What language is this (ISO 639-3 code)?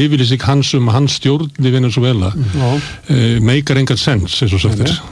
isl